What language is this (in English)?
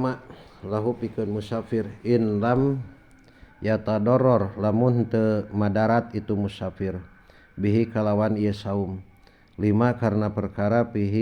Sundanese